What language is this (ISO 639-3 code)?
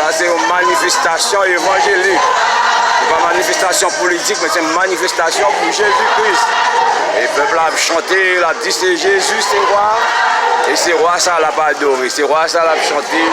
hat